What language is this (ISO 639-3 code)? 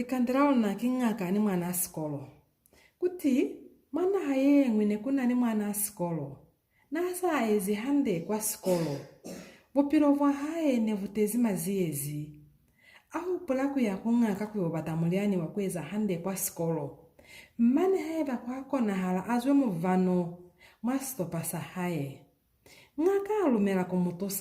loz